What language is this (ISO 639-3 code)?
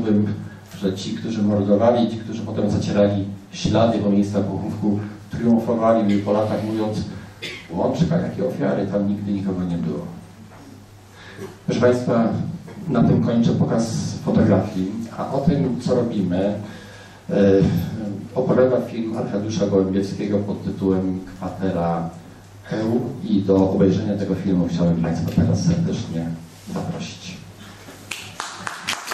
pol